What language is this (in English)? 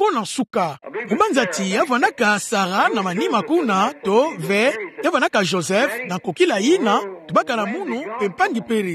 Kituba (Democratic Republic of Congo)